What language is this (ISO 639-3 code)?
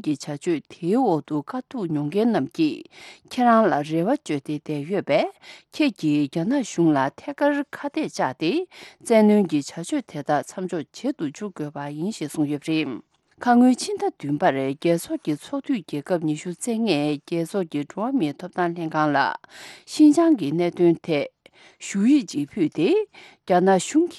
bod